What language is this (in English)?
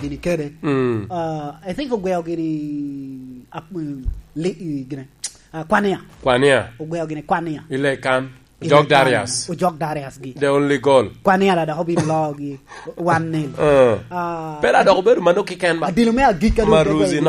Lango (Uganda)